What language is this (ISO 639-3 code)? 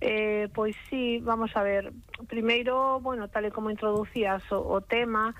glg